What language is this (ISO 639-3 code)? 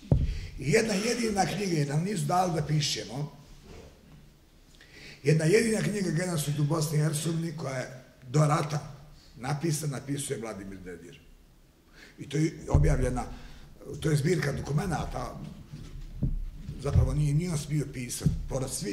bos